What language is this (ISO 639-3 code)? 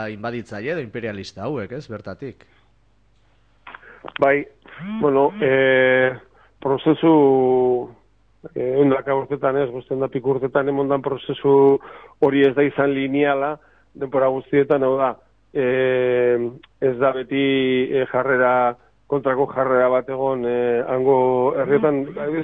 eus